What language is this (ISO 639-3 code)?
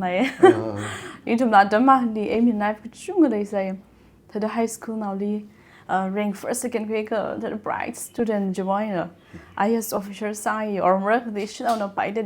nmf